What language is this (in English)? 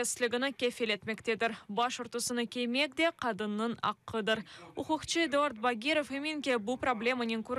Crimean Tatar